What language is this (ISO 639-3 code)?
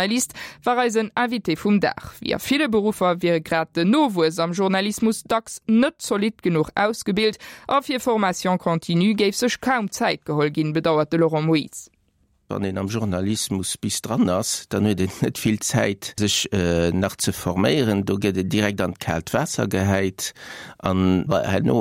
ltz